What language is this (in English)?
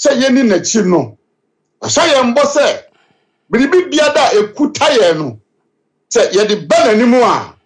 Akan